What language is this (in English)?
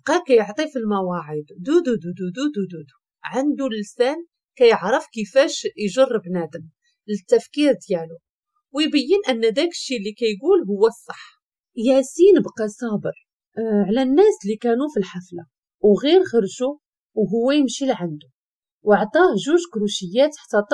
Moroccan Arabic